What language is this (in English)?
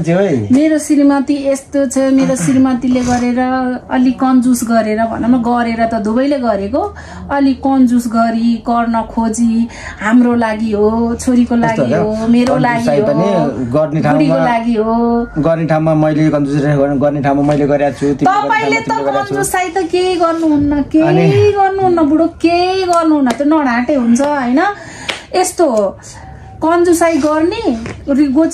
Nepali